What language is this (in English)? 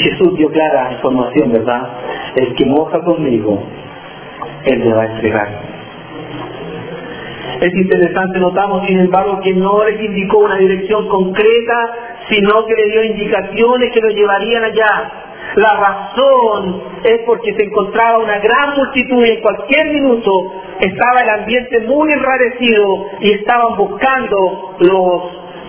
Spanish